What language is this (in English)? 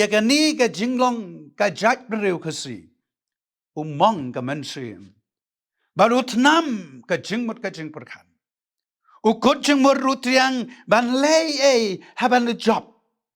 Khasi